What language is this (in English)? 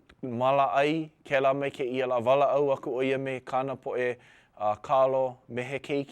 Hawaiian